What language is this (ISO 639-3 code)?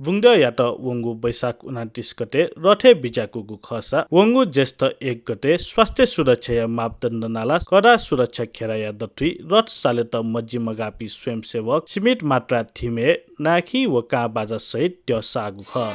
new